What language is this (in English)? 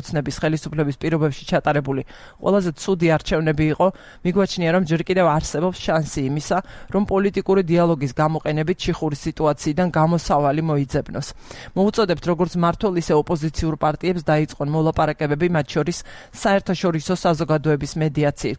Georgian